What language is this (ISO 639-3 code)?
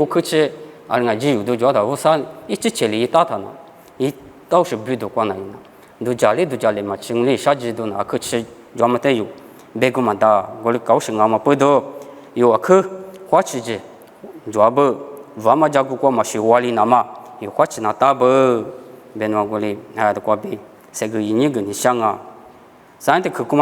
lis